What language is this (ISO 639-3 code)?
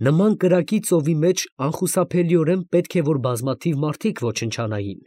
hye